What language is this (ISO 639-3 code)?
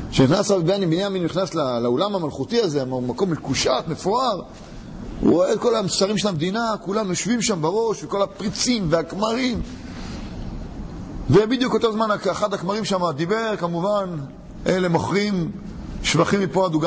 heb